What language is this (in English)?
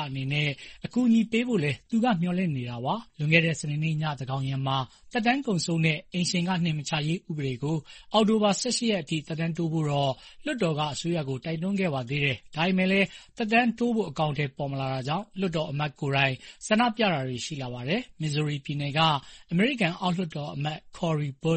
Burmese